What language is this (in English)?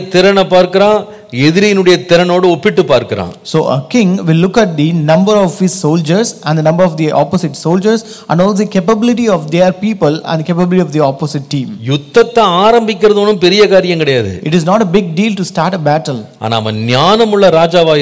Tamil